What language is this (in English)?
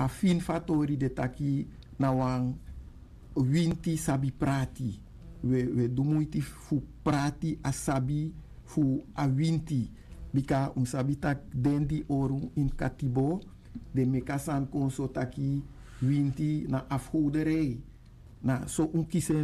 Sranan Tongo